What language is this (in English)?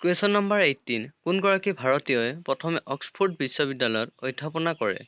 Assamese